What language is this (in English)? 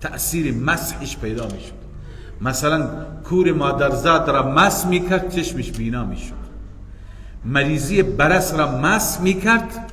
Persian